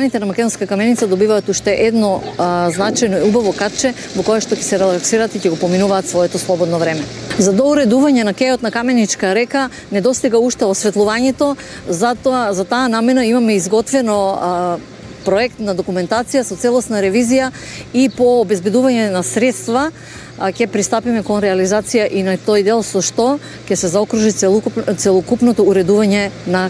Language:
Macedonian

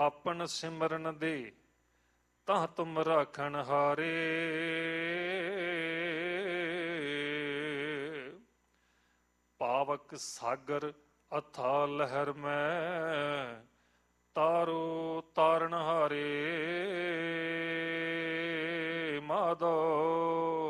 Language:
Punjabi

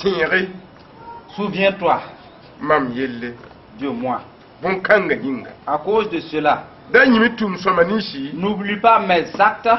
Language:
Mossi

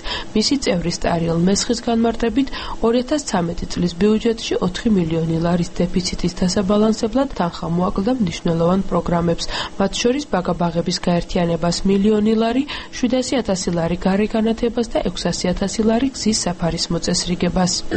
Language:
Georgian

